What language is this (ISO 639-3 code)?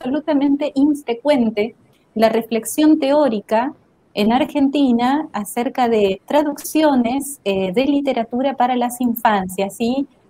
spa